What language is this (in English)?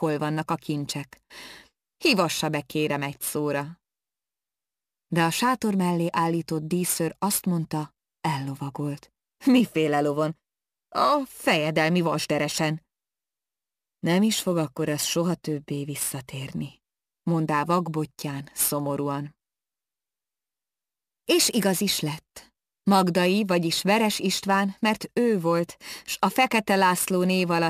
Hungarian